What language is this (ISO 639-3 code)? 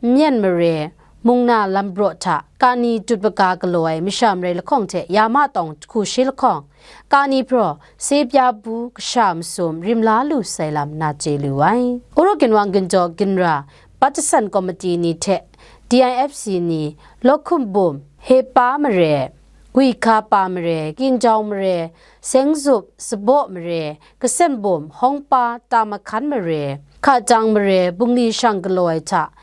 kac